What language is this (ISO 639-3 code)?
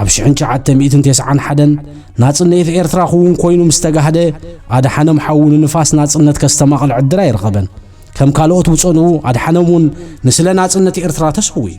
tir